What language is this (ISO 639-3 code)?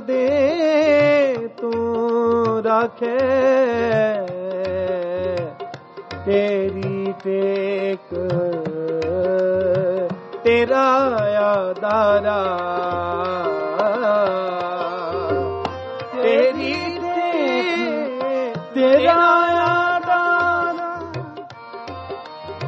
pan